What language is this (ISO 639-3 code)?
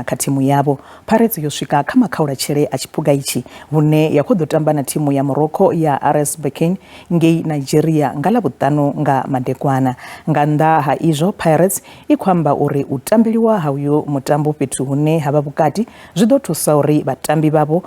ven